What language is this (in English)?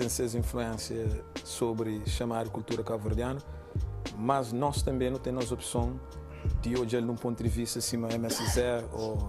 Kabuverdianu